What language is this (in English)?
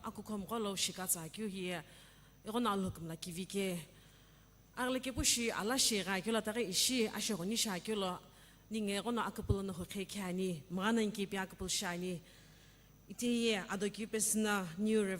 Sumi Naga